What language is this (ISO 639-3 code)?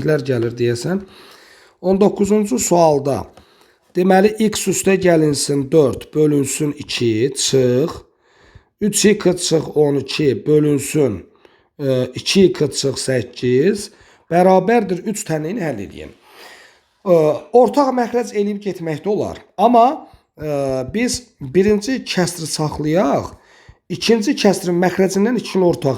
aze